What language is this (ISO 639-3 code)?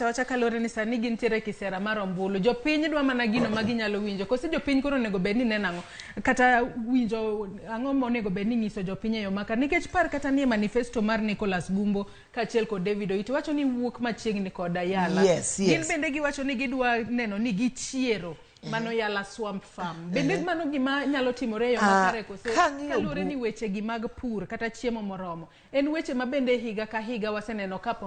luo